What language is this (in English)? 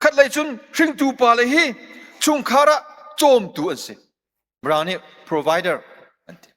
Hakha Chin